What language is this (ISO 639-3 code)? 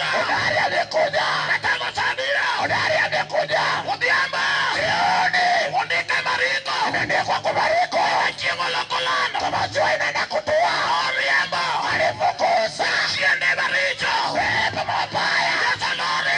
luo